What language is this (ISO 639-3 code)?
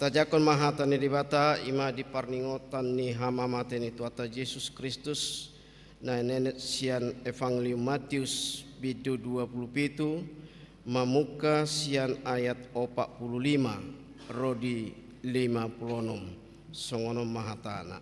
bbc